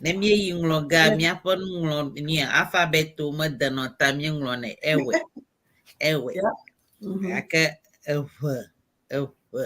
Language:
Ewe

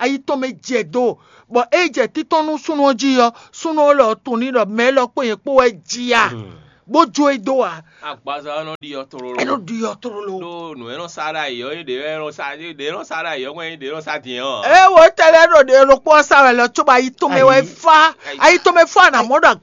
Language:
Fon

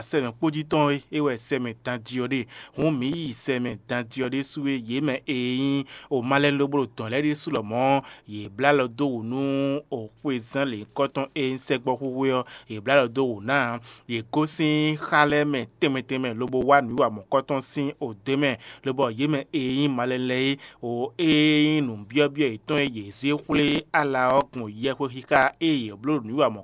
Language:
Fon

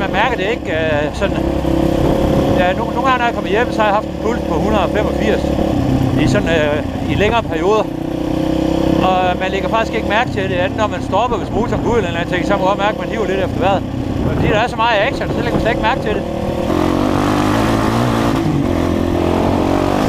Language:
Danish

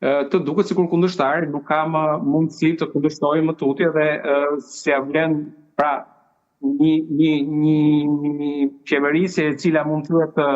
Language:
Albanian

